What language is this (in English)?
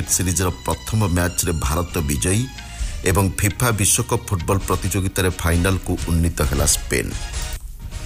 Odia